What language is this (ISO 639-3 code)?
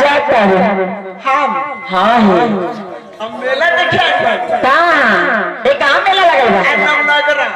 bho